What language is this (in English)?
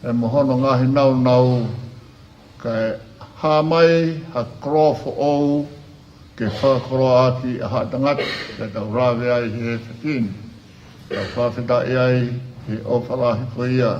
Tongan